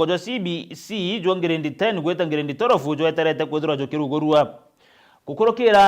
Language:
Meru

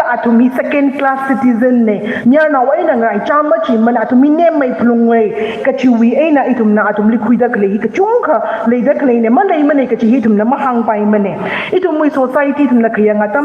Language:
Tangkhul Naga (India)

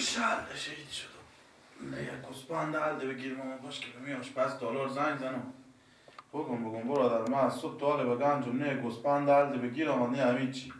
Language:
Persian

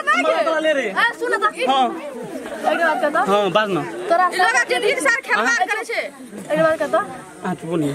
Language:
Maithili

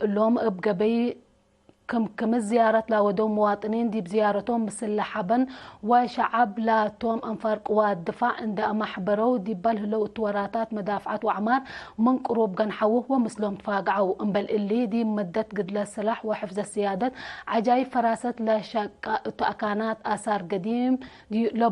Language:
Tigre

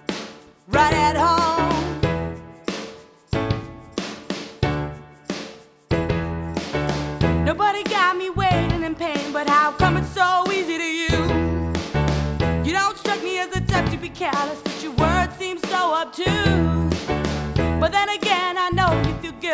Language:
English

